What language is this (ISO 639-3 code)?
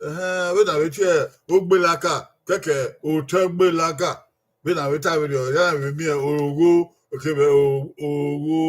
bin